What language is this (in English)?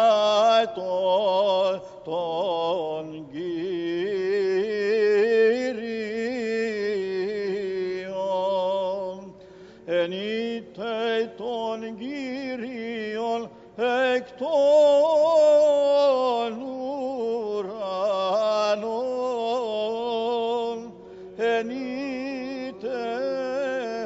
Greek